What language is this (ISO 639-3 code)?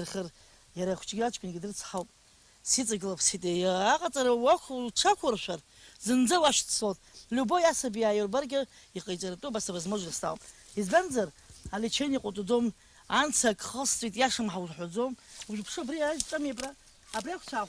abk